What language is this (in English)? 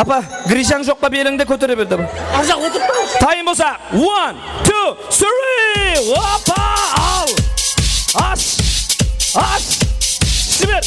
Kara-Kalpak